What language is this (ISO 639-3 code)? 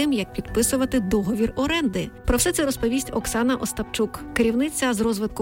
ukr